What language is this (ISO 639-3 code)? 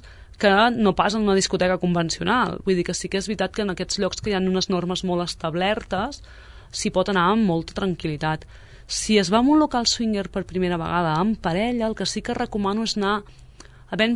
cat